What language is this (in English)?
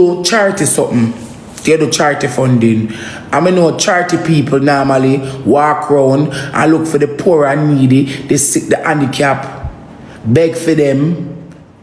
Jamaican Creole English